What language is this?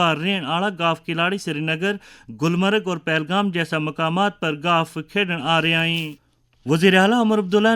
Gujari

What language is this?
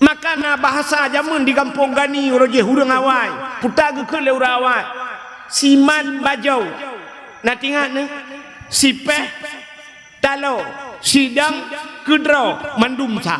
Achinese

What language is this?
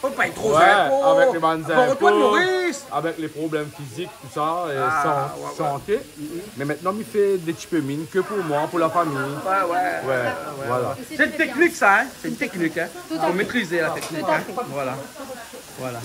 Réunion Creole French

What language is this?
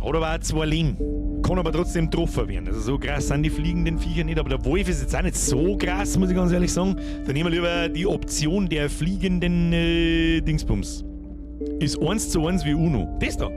Bavarian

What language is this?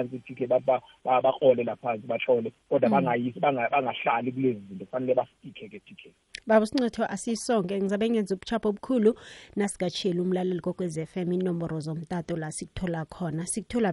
South Ndebele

